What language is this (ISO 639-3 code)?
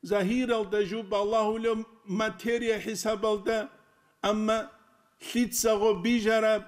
ava